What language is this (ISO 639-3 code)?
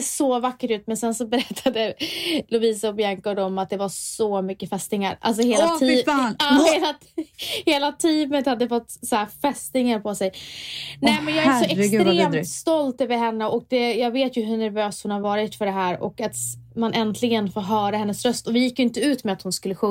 swe